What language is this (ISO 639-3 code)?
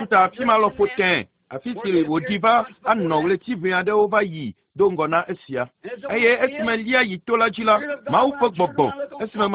ewe